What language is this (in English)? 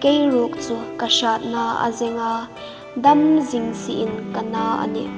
Hmar